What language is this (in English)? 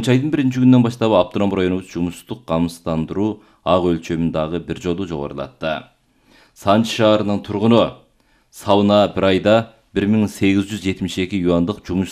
Kyrgyz